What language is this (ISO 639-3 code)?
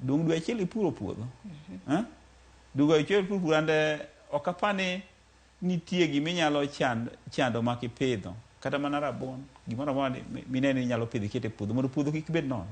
luo